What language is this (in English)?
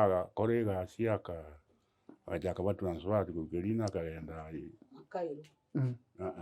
Gusii